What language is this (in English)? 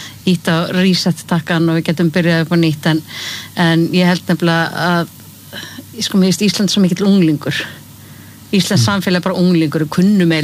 Icelandic